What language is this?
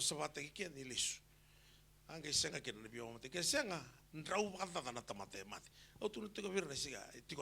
Fijian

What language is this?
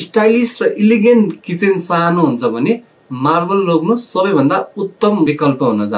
Nepali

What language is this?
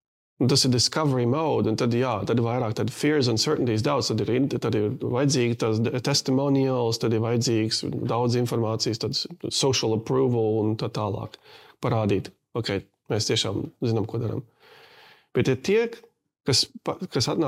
Latvian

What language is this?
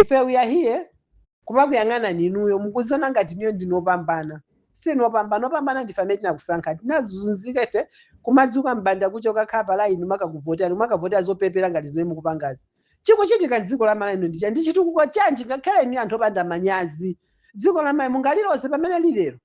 Nyanja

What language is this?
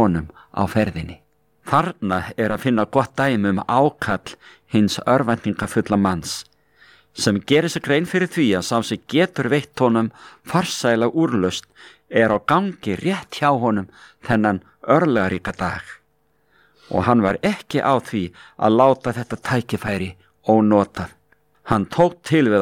Icelandic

